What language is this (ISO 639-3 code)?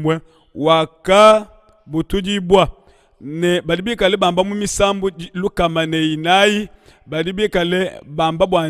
lua